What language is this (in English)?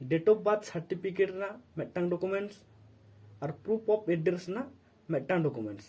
Santali